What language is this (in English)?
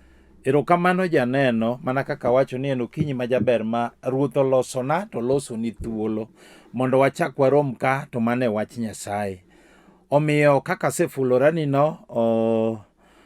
Luo (Kenya and Tanzania)